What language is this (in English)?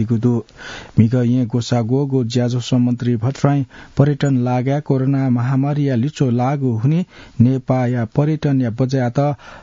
Newari